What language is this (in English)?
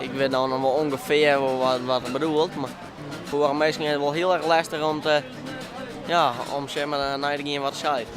Western Frisian